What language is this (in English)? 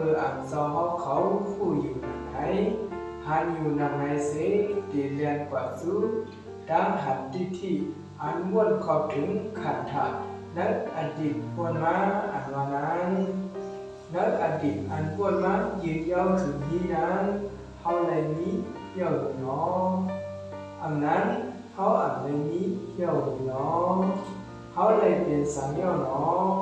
Shan